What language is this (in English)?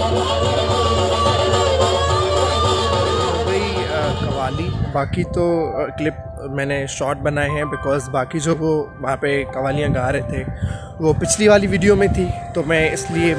Hindi